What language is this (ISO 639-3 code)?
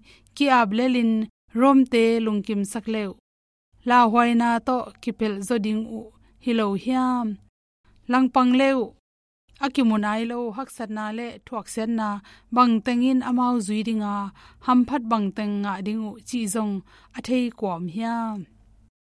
ctd